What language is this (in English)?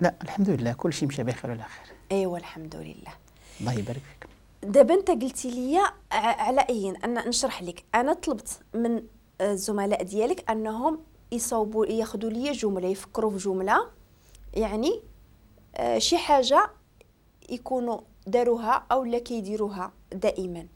Moroccan Arabic